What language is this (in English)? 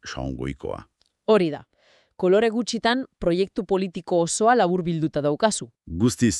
Basque